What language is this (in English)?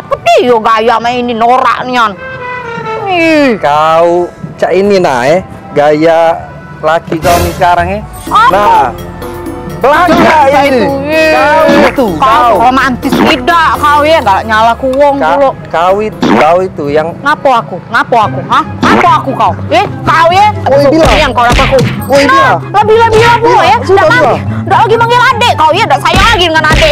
Musi